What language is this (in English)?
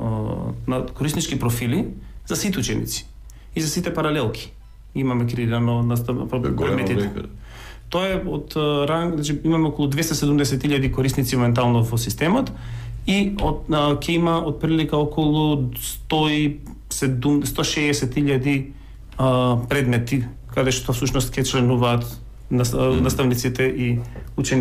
Macedonian